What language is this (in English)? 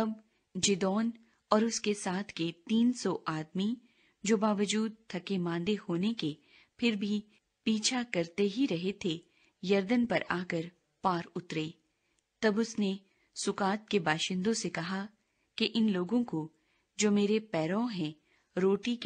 Urdu